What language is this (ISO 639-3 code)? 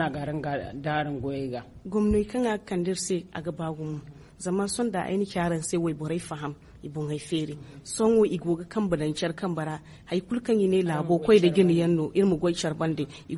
dje